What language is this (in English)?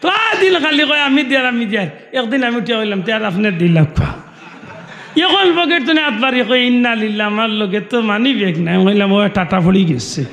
Sylheti